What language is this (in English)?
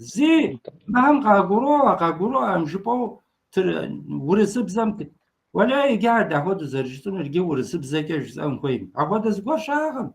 Kabardian